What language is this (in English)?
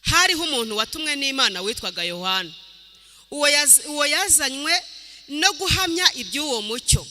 Kinyarwanda